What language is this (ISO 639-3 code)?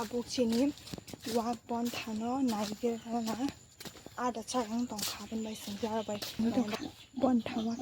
trp